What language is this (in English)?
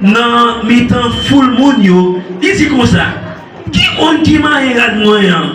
Haitian Creole